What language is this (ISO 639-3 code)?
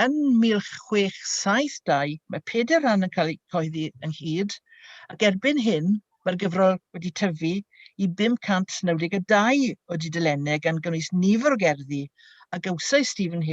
cym